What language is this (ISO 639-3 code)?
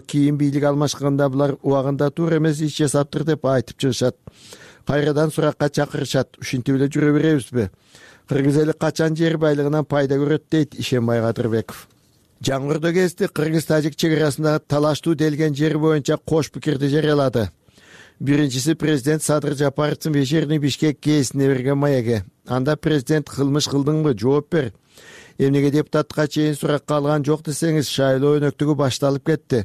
kir